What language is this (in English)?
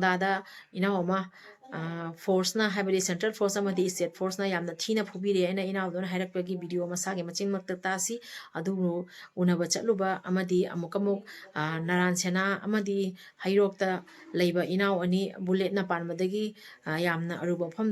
Manipuri